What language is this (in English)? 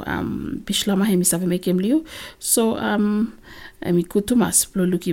Bislama